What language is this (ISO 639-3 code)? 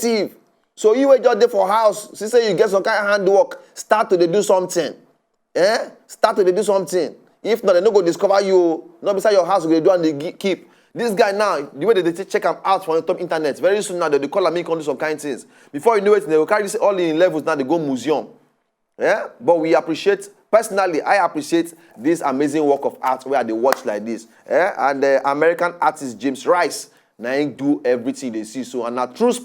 pcm